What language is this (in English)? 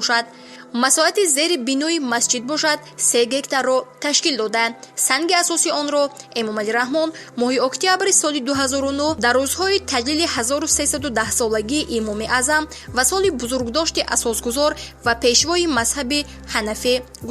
Tajik